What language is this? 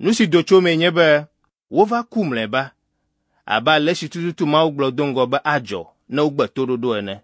Ewe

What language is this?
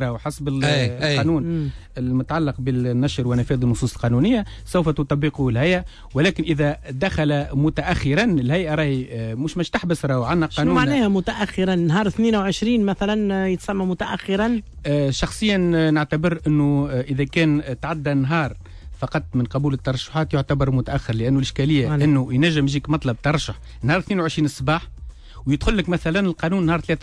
Tunisian Arabic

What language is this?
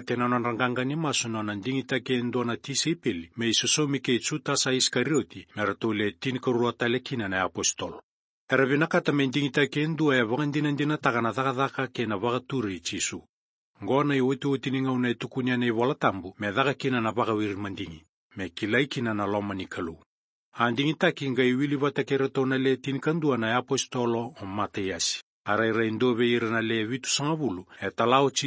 Fijian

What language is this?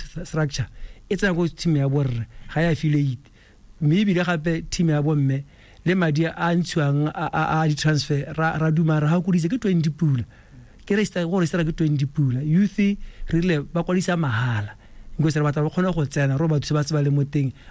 Tswana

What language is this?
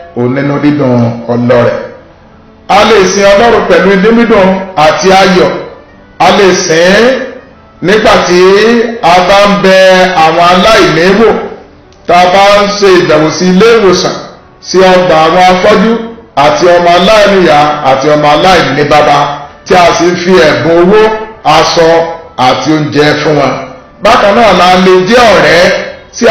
Yoruba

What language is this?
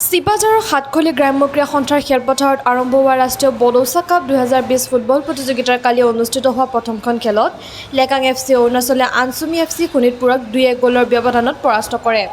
Assamese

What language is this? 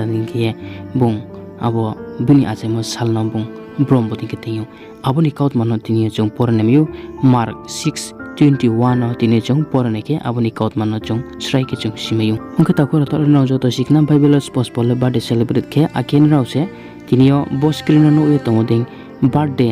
Riang (India)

